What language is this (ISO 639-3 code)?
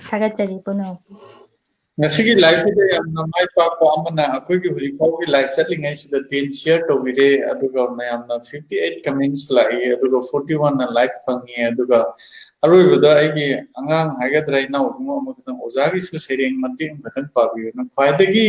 mni